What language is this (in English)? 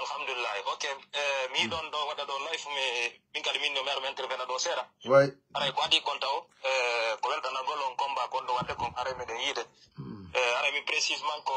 Pular